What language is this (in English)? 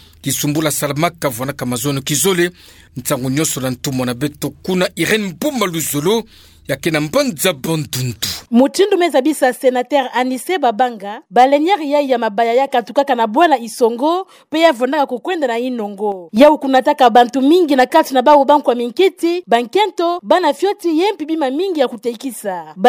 Kituba (Democratic Republic of Congo)